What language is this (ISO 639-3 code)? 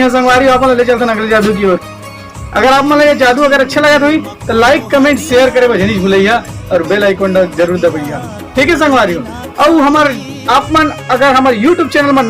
hne